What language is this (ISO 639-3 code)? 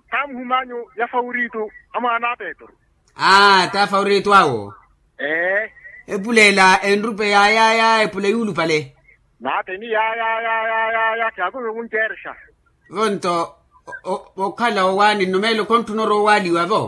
vmw